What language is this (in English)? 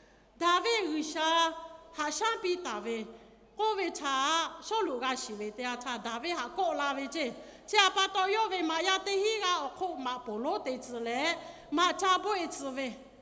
Lahu